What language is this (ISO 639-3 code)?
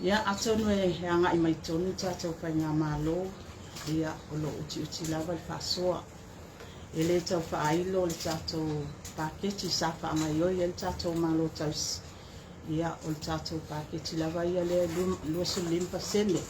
smo